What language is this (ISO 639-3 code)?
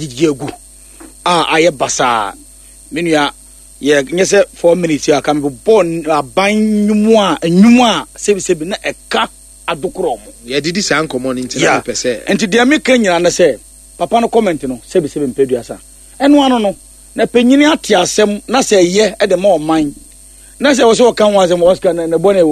aka